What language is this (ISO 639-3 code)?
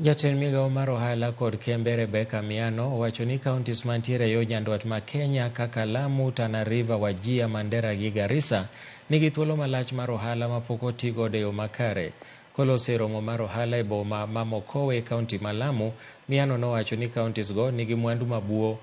luo